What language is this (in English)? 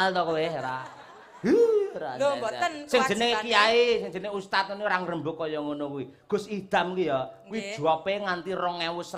Javanese